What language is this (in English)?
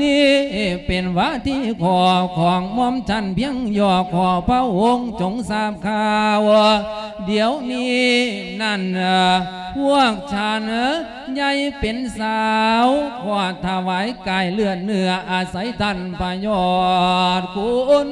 Lao